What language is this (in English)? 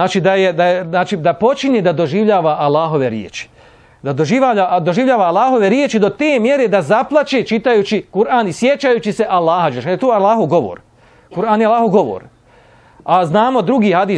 Bosnian